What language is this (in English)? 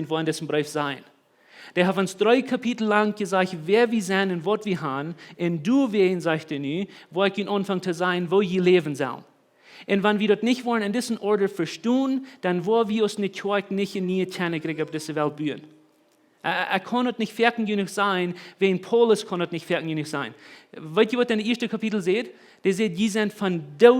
Plautdietsch